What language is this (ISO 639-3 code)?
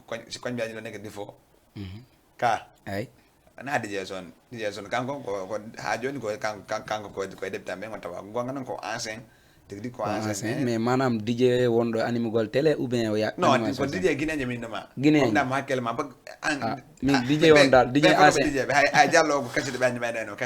ful